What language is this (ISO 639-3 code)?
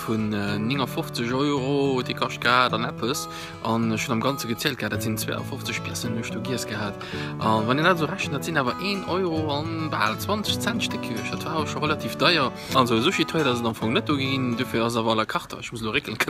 ltz